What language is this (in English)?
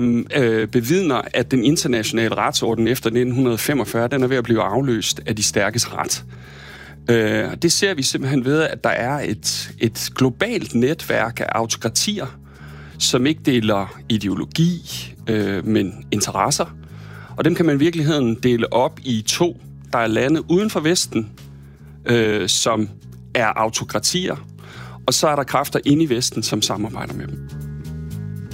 Danish